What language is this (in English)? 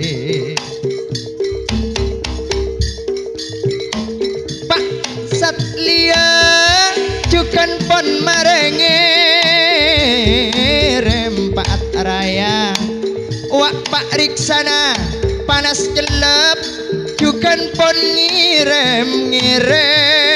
Madurese